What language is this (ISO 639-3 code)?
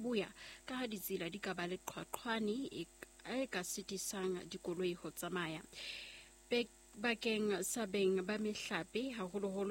sot